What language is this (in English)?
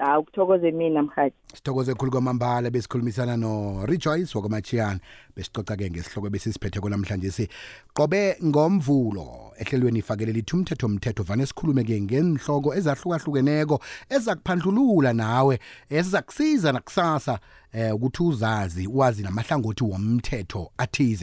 South Ndebele